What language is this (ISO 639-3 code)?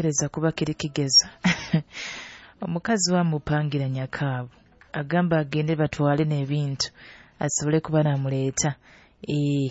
nyo